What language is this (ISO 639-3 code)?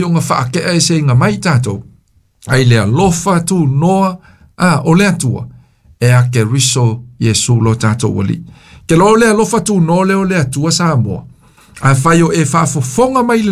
smo